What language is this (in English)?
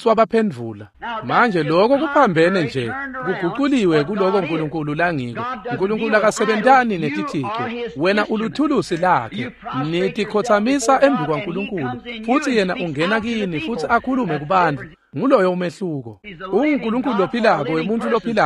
Swati